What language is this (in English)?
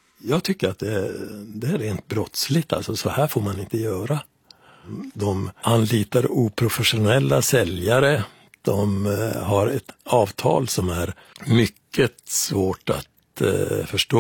Swedish